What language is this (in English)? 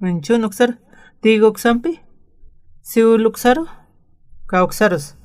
Aymara